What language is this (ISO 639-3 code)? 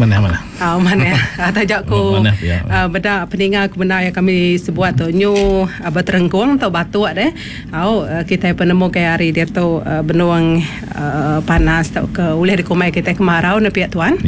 iba